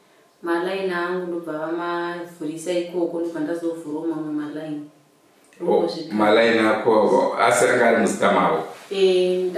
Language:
Shona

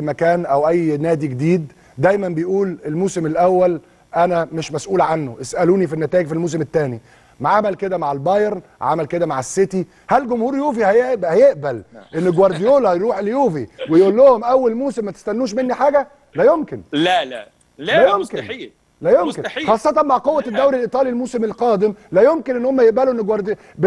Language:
Egyptian Arabic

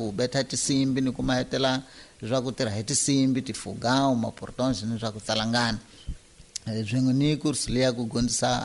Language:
Tsonga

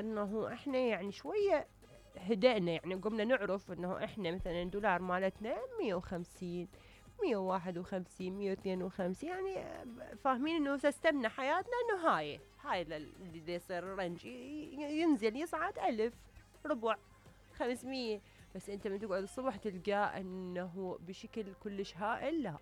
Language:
Mesopotamian Arabic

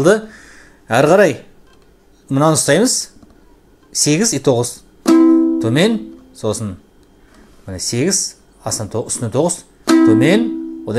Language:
Kazakh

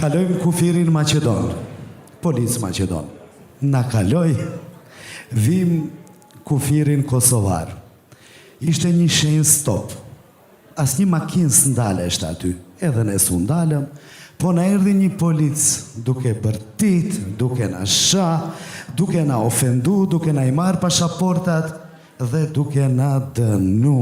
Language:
Albanian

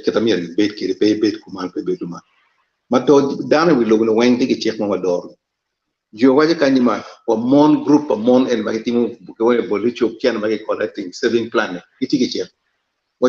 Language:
Acoli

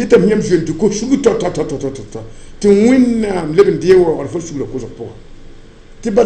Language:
Mossi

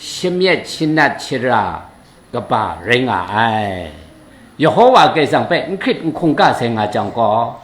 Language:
Kachin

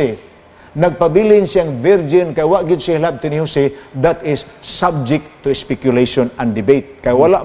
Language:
Cebuano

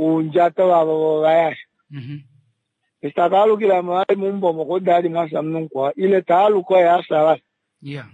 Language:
Kuanyama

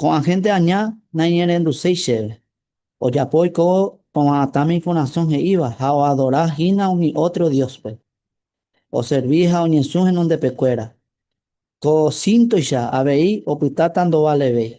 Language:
Guarani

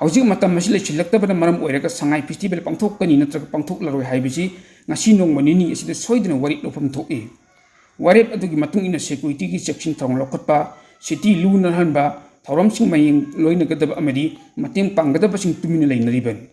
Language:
Manipuri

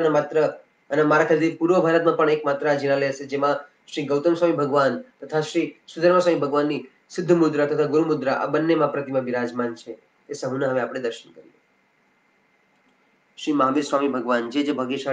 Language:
Gujarati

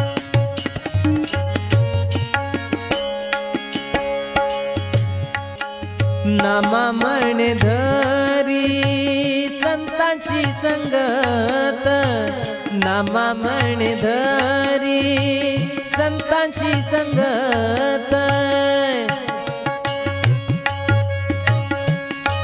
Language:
Marathi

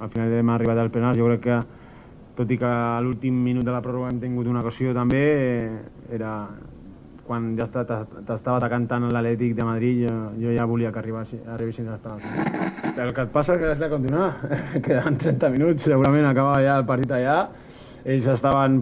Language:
Catalan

